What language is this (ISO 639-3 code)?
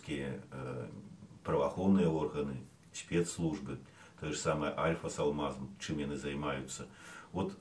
bel